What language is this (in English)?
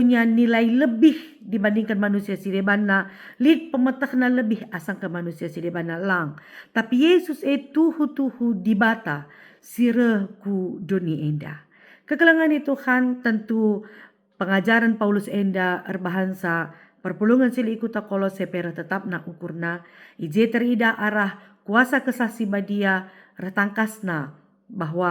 Batak Karo